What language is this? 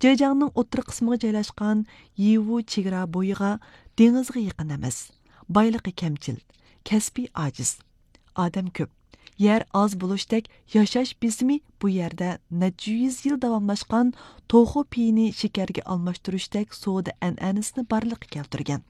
Uyghur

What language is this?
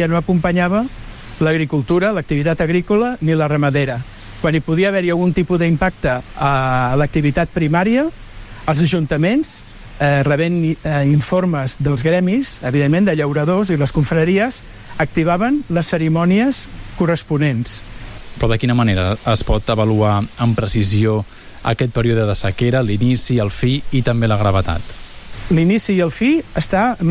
Catalan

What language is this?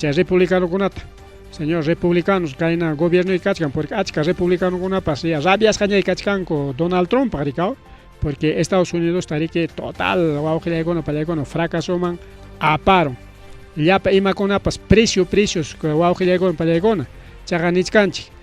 Ayacucho Quechua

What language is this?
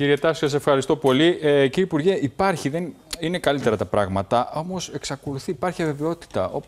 Greek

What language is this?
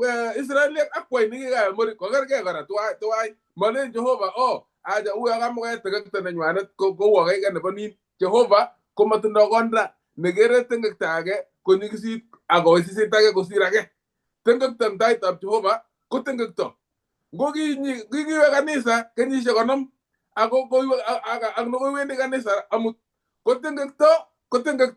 Kalenjin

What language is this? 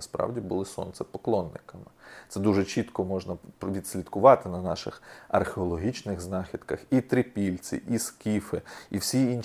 Ukrainian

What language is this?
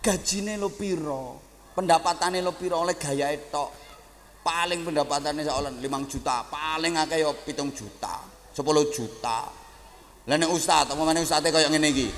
Javanese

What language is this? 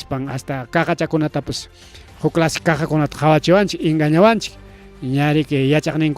Ayacucho Quechua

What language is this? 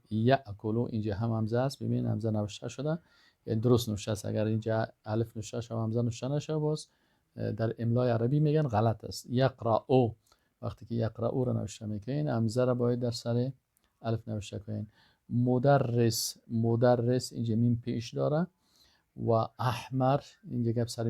Persian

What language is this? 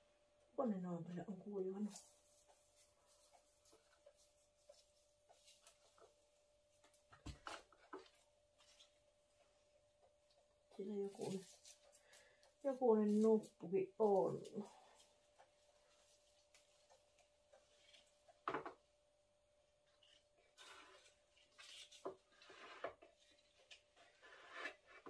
Finnish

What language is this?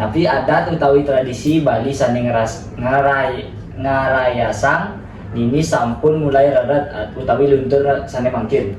Balinese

